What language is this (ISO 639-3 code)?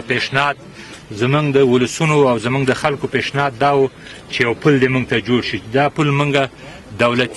pus